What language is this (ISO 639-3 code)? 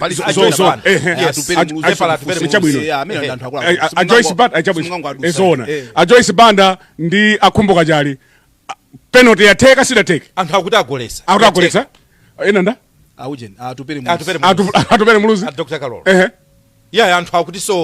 nya